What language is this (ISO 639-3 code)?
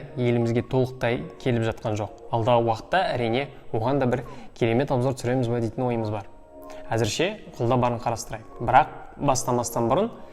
kaz